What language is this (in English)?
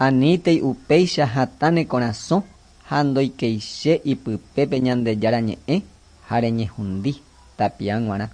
Guarani